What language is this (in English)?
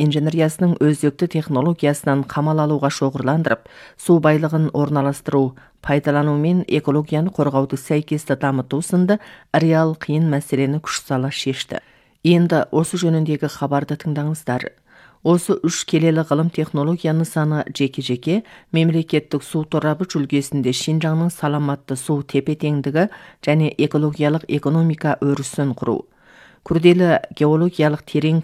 Kazakh